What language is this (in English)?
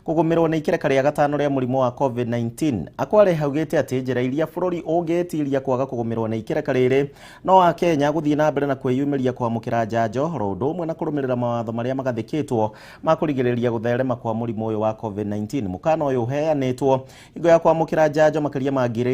Kikuyu